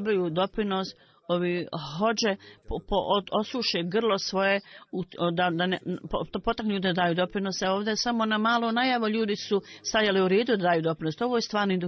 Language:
Bosnian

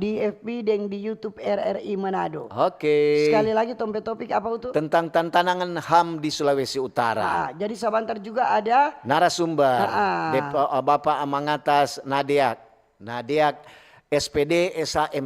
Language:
Manado Malay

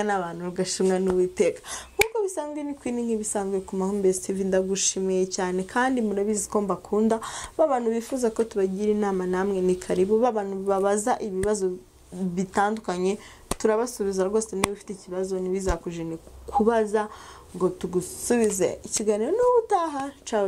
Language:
Kinyarwanda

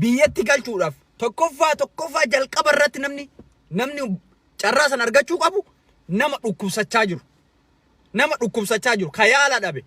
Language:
Oromo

